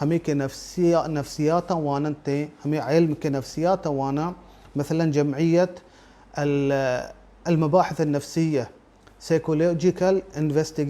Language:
Baluchi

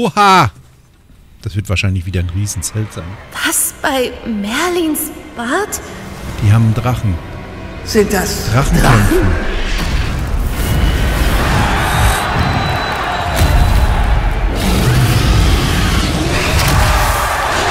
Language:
German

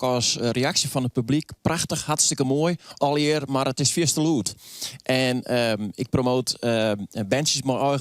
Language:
Western Frisian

